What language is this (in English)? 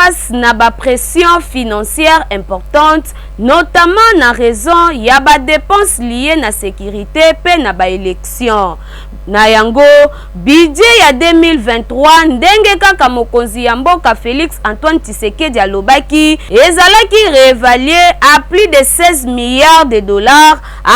Lingala